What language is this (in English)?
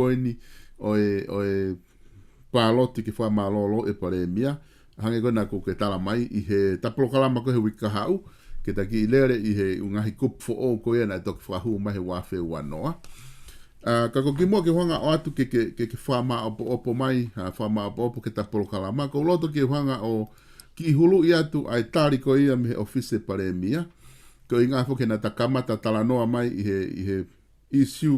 Tongan